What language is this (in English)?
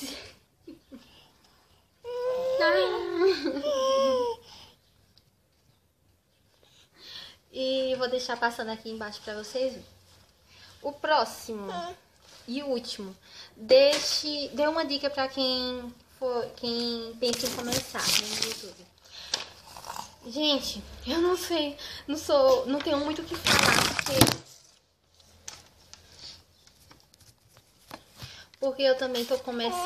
Portuguese